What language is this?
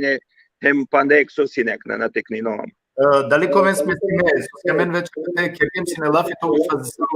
Balkan Romani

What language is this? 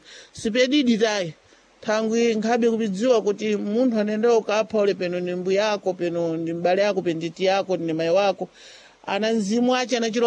Sena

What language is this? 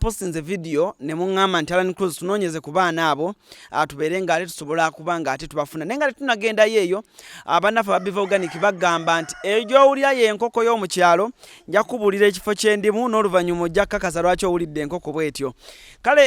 Ganda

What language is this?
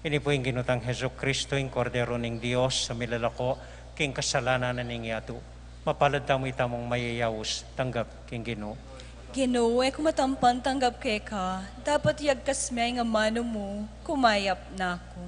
Pampanga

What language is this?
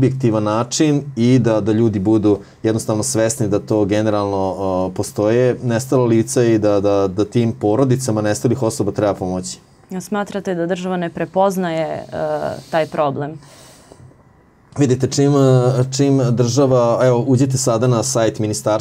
Serbian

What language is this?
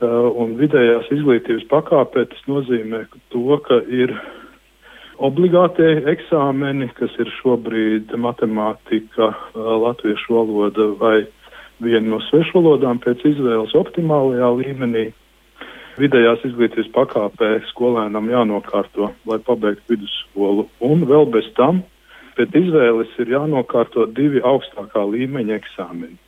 Latvian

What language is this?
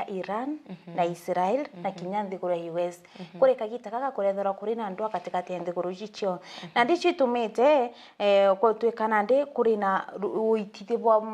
Meru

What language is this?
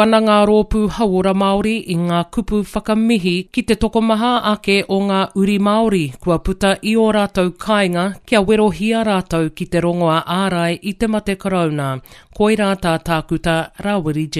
Māori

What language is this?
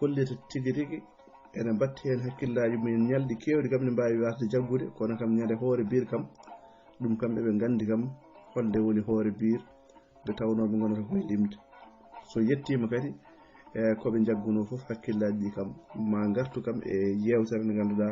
Fula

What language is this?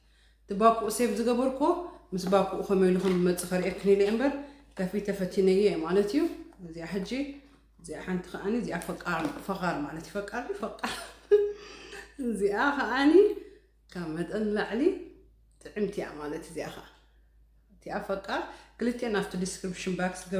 Tigrinya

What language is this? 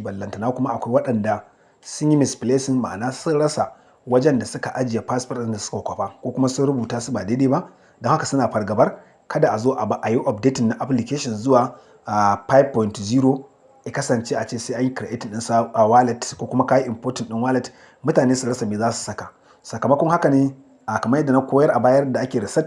Hausa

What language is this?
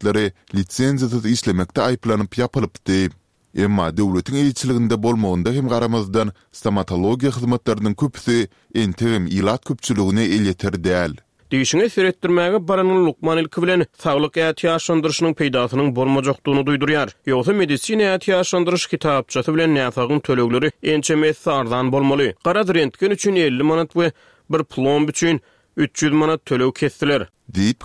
Turkmen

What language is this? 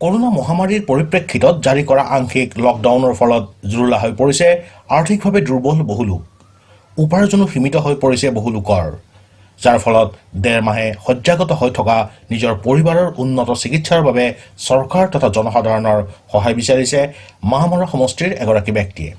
Assamese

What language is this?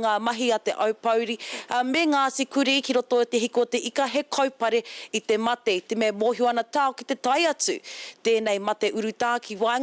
Māori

